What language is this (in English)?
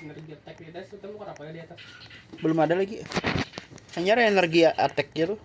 Banjar